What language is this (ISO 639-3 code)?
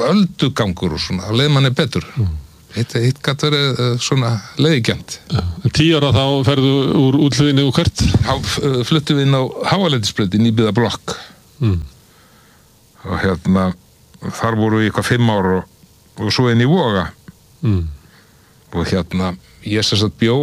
isl